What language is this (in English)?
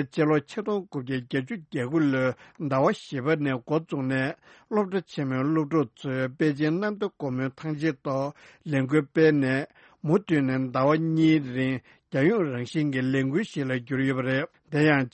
Tibetan